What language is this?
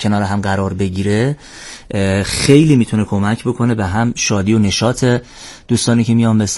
Persian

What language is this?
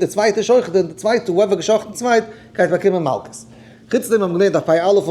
Yiddish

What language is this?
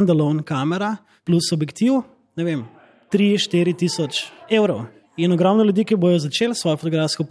Slovenian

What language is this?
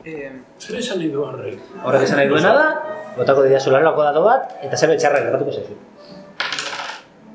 Basque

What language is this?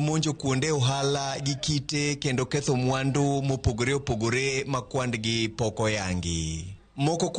Luo (Kenya and Tanzania)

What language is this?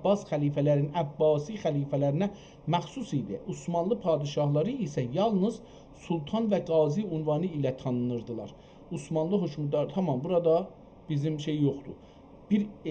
South Azerbaijani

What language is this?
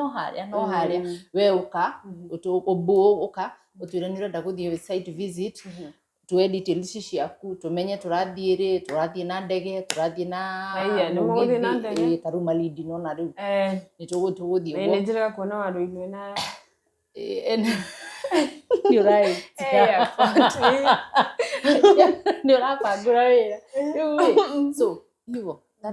Kikuyu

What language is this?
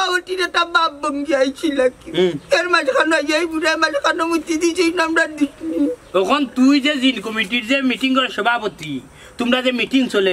Sylheti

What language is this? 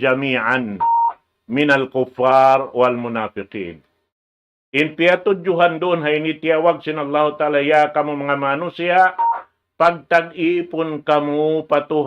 Tausug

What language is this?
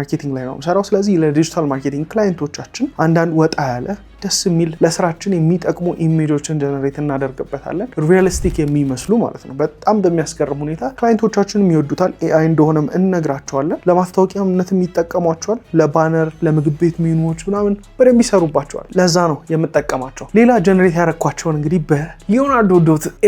Amharic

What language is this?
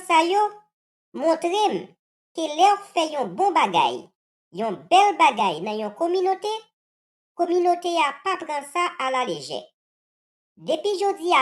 Haitian Creole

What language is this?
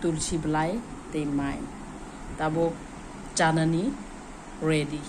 Kok Borok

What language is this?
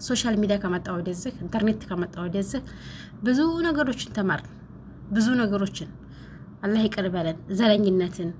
Amharic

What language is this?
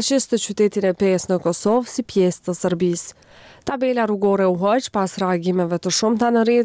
Albanian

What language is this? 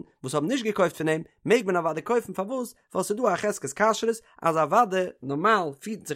Yiddish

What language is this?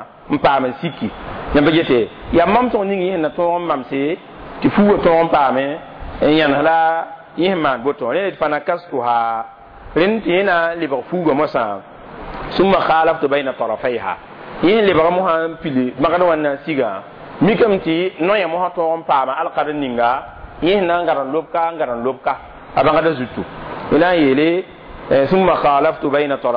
Mossi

